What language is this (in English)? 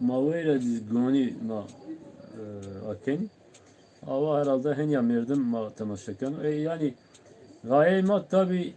Zaza